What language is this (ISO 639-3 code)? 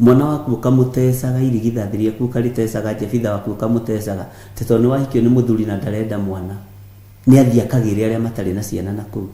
kik